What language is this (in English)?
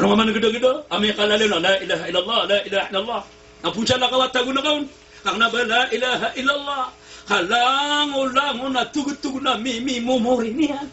Maranao